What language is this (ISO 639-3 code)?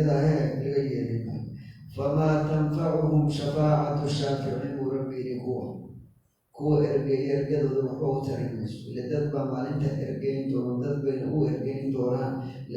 som